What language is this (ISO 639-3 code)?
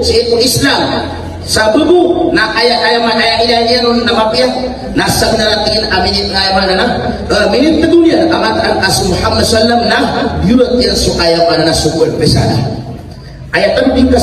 mrw